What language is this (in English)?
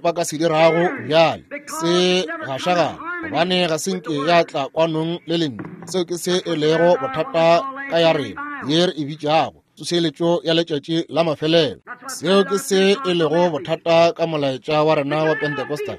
Northern Sotho